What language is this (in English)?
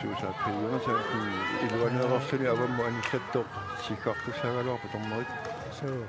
Kalaallisut